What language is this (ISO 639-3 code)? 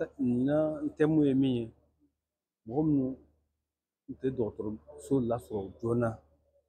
bam